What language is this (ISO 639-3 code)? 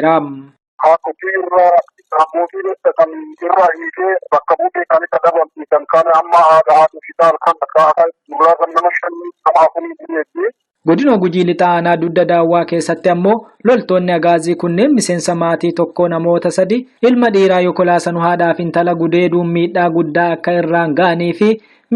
orm